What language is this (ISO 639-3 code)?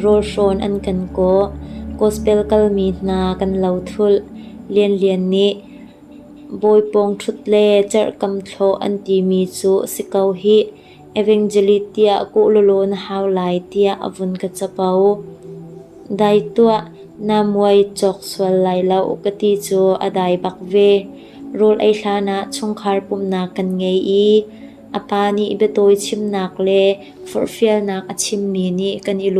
cnh